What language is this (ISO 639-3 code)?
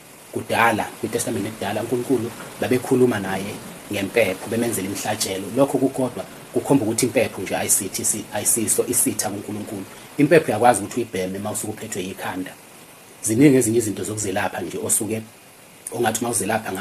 zul